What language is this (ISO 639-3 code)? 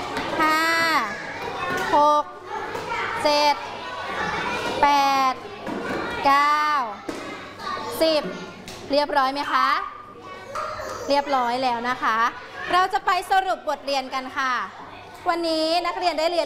tha